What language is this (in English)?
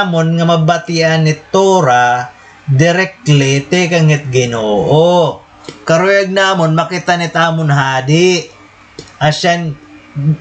Waray